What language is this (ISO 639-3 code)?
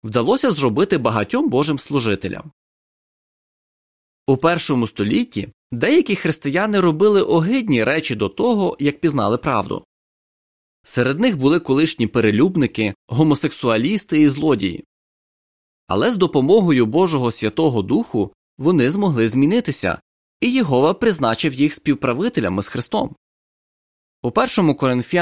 ukr